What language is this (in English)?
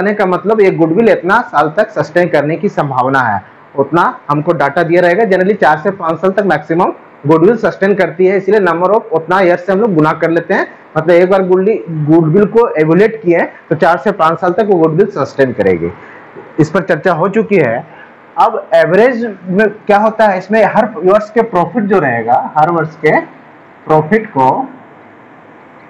Hindi